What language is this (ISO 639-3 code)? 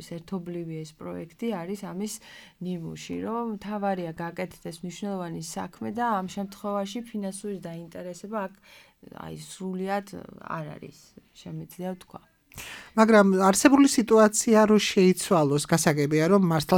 kat